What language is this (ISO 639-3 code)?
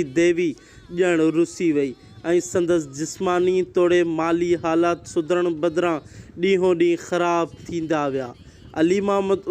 snd